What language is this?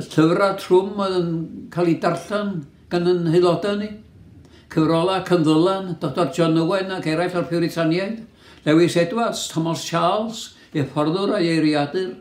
Welsh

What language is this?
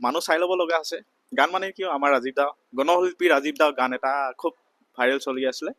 Assamese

